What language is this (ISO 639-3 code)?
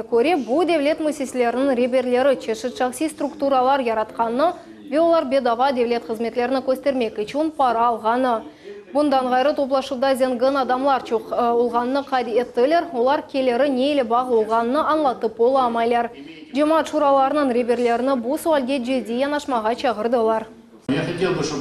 crh